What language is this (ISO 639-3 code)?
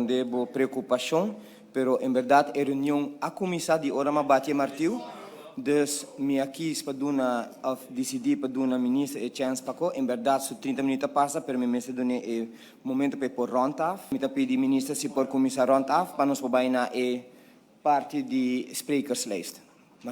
pap